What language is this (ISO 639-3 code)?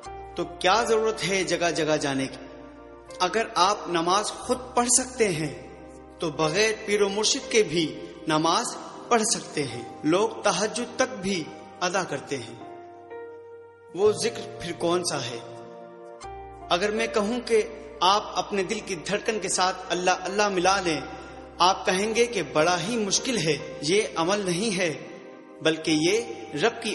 urd